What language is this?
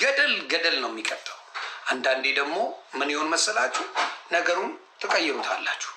Amharic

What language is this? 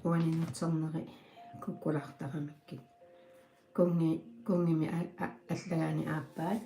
Kalaallisut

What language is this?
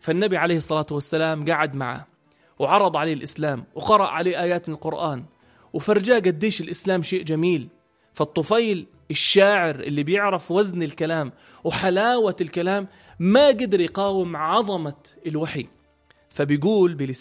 North Levantine Arabic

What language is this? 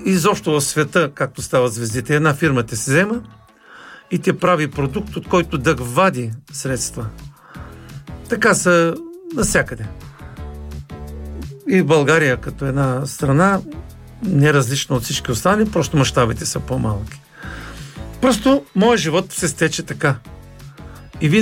Bulgarian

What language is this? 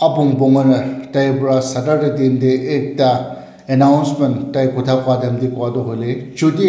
Naga Pidgin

